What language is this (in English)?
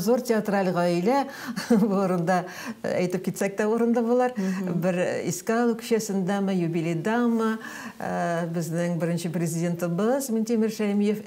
Tatar